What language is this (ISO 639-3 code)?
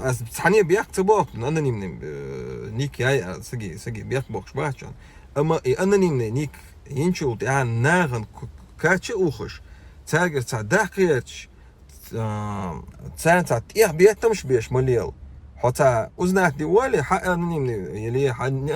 che